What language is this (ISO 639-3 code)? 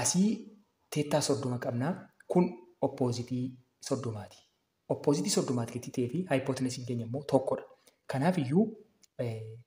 orm